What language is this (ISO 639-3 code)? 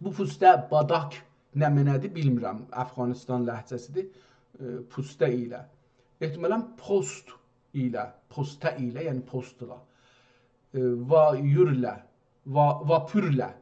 azb